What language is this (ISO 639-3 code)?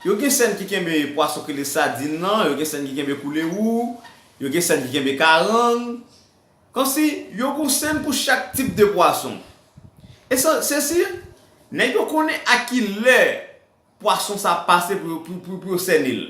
hat